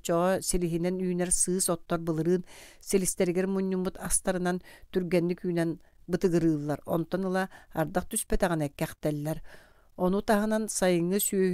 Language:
Yakut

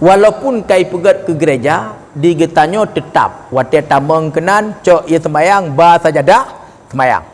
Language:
Achinese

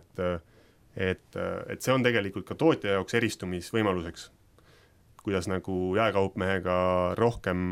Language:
Estonian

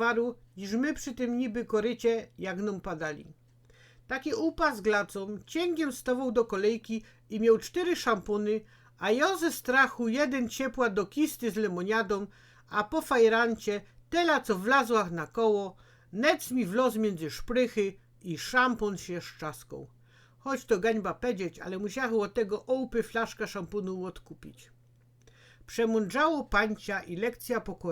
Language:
Silesian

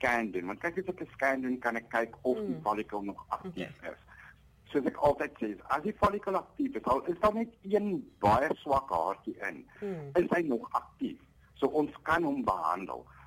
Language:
Afrikaans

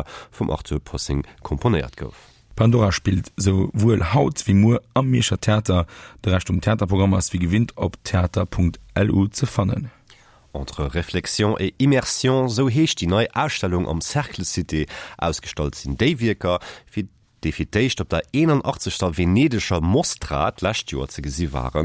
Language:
Luxembourgish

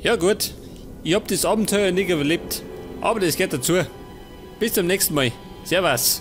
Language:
Bavarian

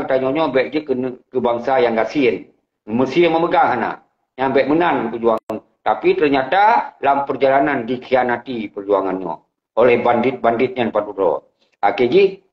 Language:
Achinese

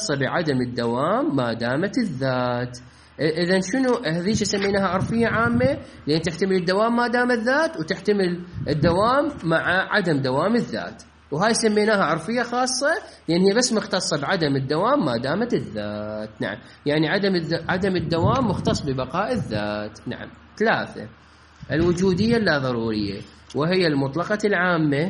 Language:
Mesopotamian Arabic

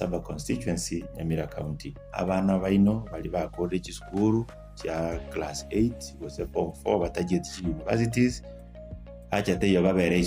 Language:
Gusii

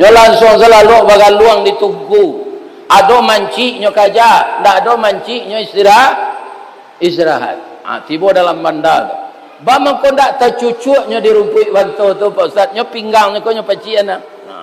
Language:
Minangkabau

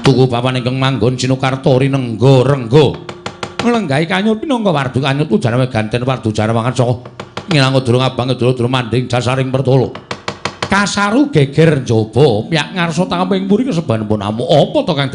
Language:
Javanese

